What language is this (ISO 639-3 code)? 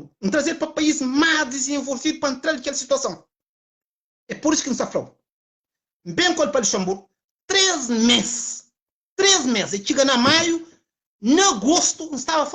kea